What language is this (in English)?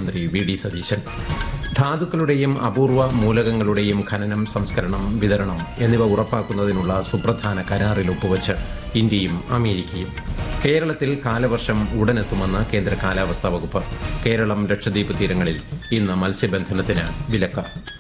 Malayalam